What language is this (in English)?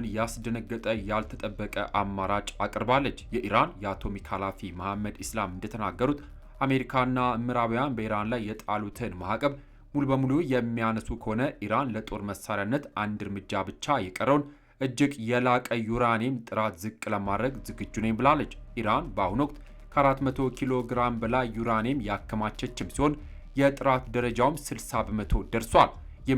Amharic